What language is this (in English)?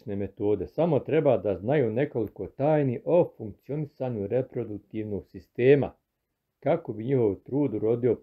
Croatian